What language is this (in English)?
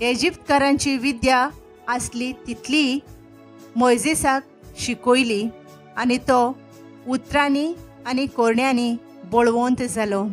Konkani